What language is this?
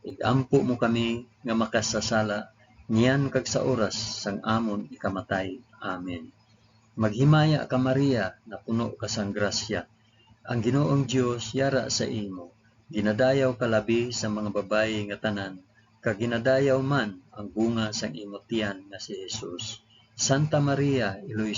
Hiligaynon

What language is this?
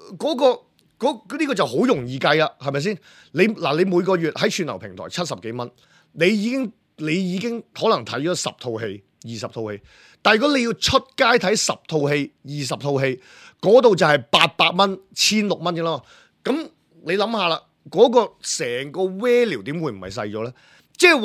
Cantonese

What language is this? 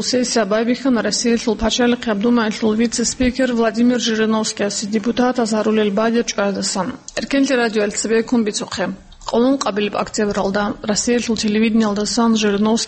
Avaric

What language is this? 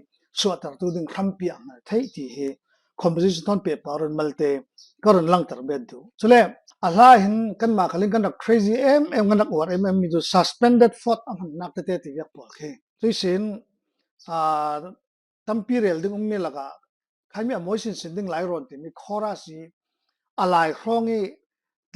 Falam Chin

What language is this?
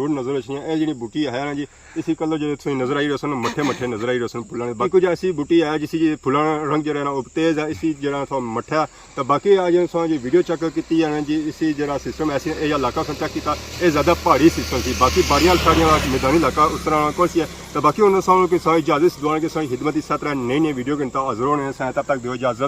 Pahari-Potwari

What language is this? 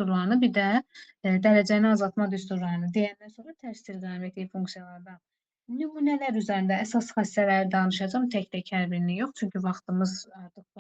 Azerbaijani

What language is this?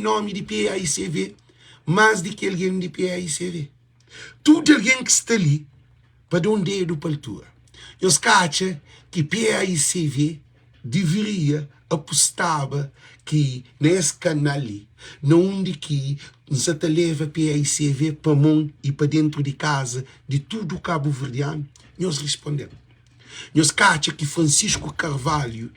Kabuverdianu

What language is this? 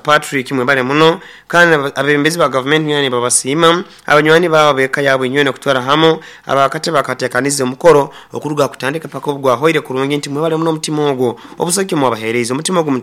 Nyoro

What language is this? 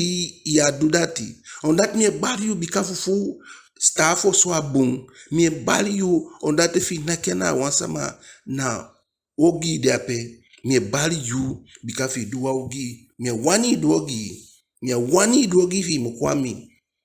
Eastern Maroon Creole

